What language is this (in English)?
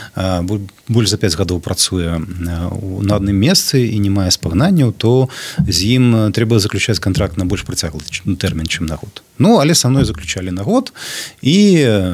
Belarusian